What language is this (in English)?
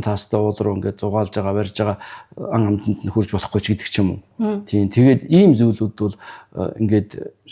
Mongolian